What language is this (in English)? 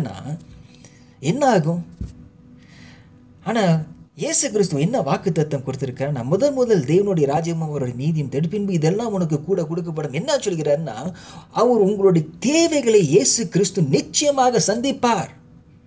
Tamil